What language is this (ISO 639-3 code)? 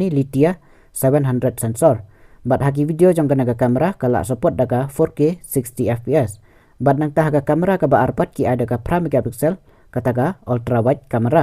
kha